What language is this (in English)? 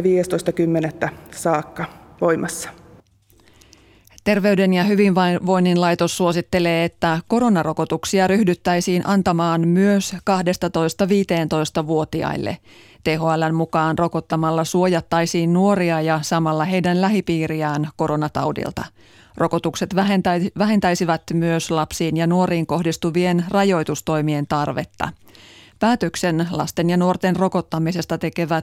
Finnish